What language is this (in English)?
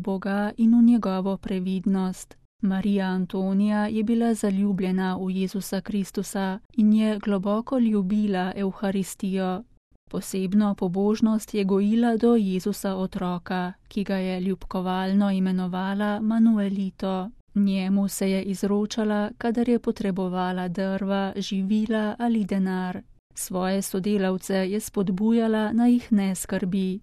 Slovenian